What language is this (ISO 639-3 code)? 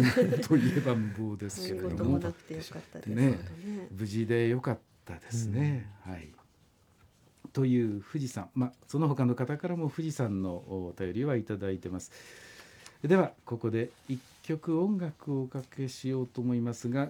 jpn